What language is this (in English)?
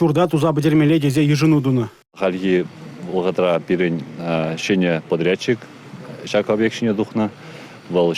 Chuvash